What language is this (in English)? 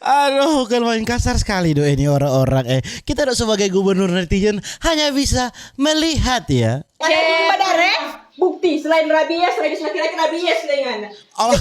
Manado Malay